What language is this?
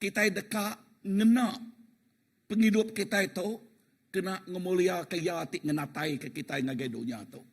Iban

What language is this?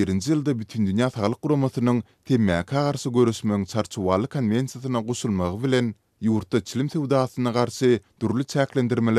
Turkmen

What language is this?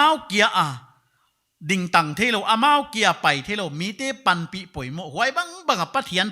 Paite Chin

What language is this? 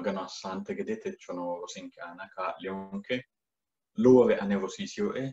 Sidamo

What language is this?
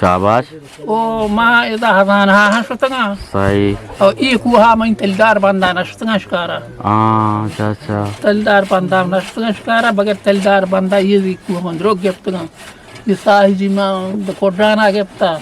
Eastern Balochi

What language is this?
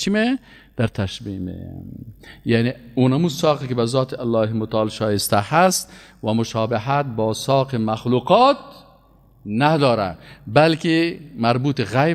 Persian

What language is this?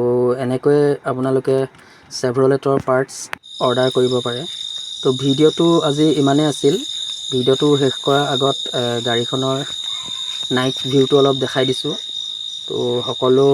Assamese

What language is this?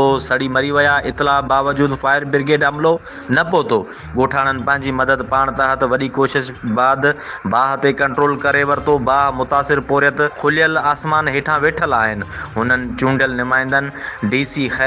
Sindhi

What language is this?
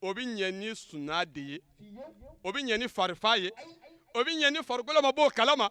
Bambara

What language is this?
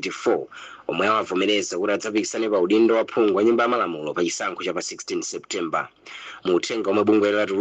Nyanja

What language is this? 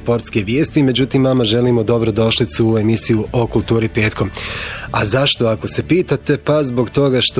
Bosnian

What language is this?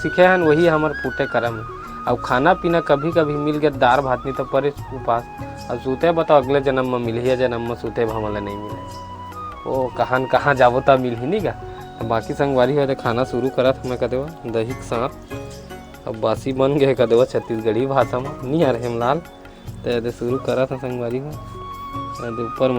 Chhattisgarhi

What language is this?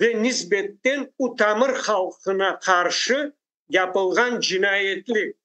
Crimean Tatar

